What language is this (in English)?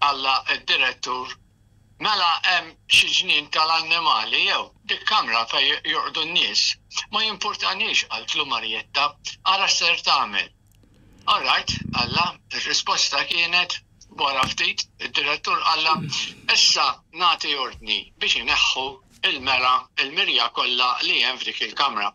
Maltese